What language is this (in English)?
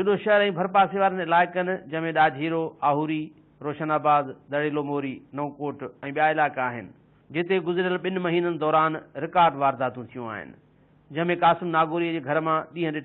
Sindhi